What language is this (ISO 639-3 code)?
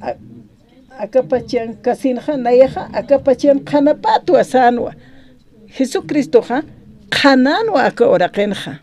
aym